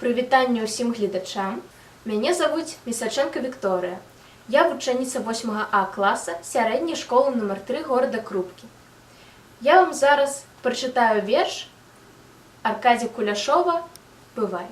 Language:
Belarusian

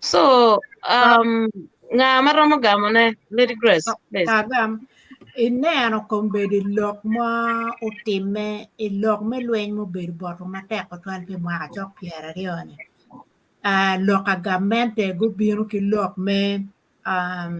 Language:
Acoli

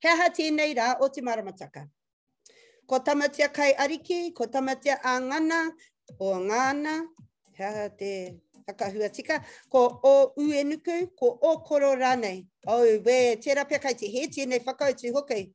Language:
Māori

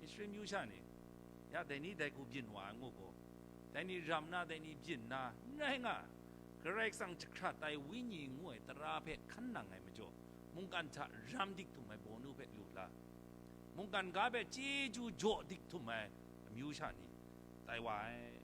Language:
Kachin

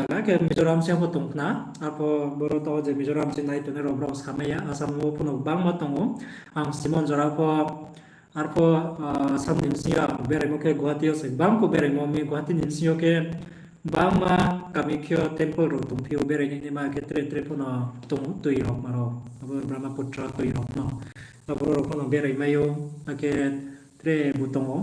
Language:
Riang (India)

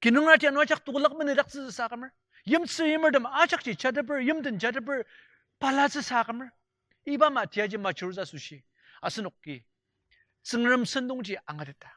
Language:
Ao Naga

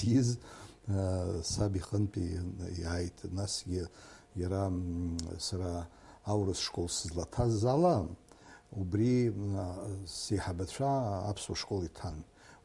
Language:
Abkhazian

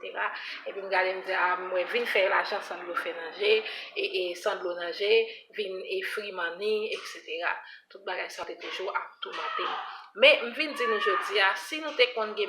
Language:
Haitian Creole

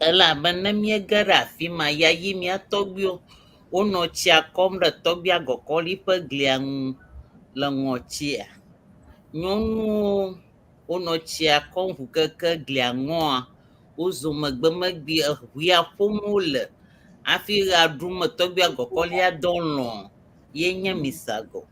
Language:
Ewe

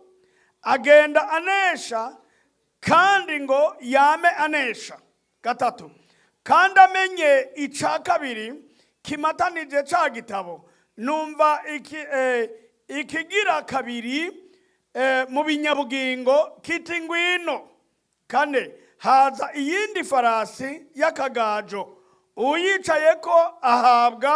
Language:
Rundi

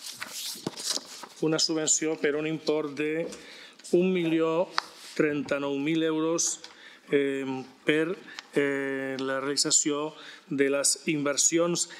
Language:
Catalan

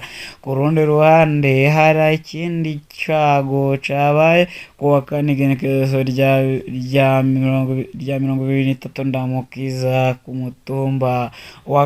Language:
Rundi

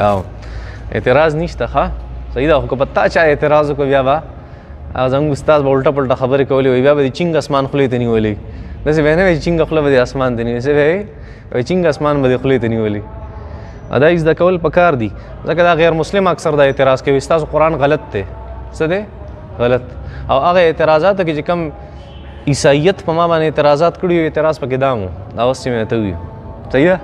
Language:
Pashto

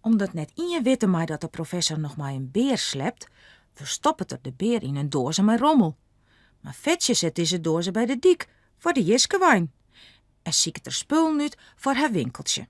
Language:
Western Frisian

